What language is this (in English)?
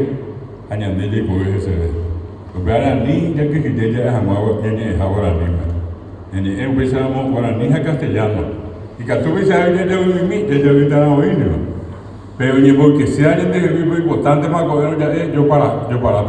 Guarani